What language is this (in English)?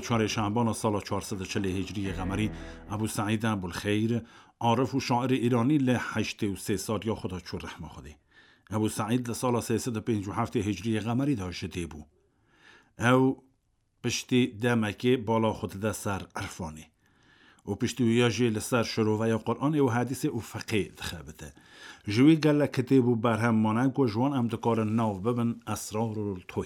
Kurdish